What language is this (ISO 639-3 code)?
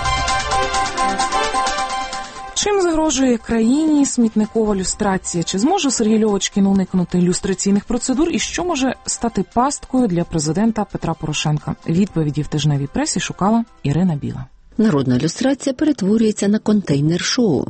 ukr